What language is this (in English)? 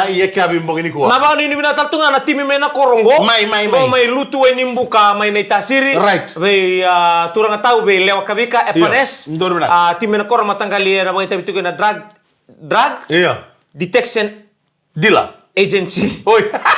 Fijian